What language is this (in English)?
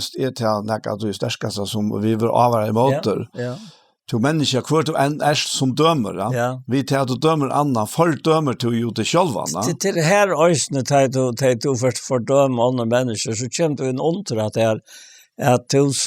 Faroese